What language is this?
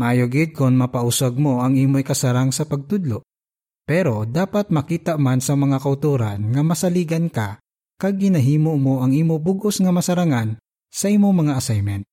Hiligaynon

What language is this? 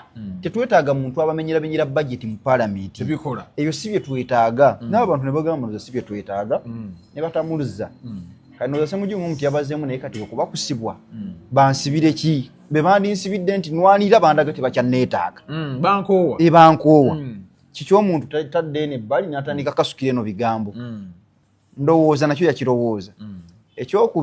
Ganda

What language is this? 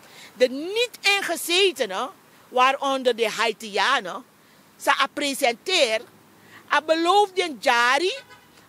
Sranan Tongo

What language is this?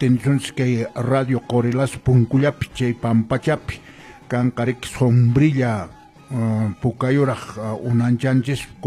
Quechua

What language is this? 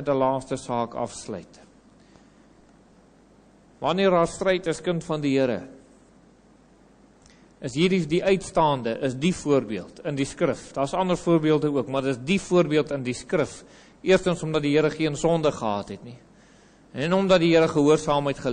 Afrikaans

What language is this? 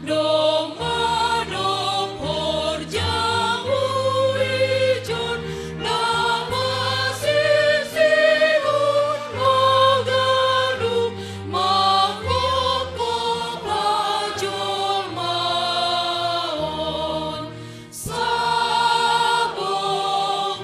Batak Simalungun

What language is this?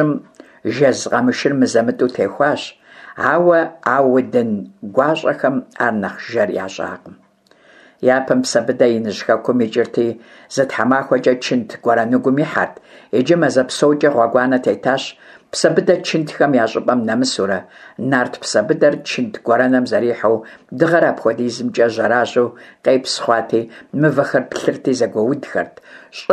Kabardian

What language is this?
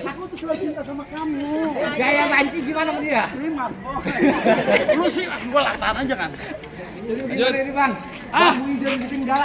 Betawi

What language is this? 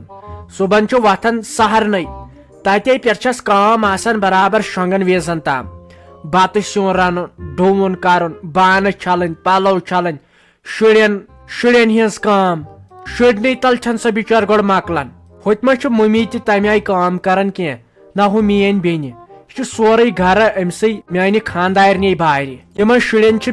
Kashmiri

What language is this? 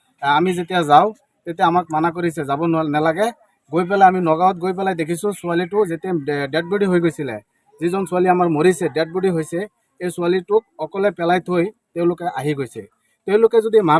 Assamese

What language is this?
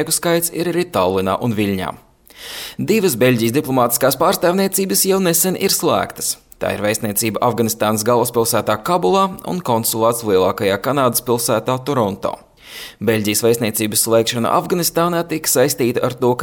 Latvian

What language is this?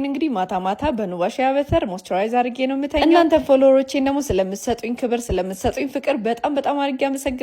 Amharic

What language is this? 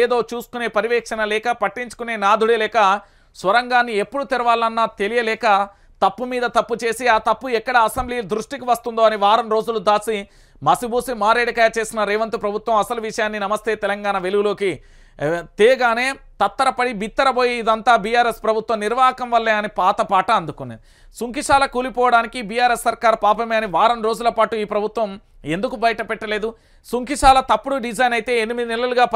Telugu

